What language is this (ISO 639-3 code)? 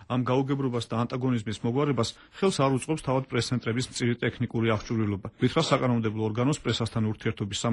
kat